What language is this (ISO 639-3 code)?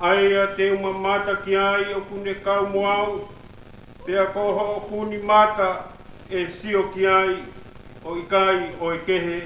ton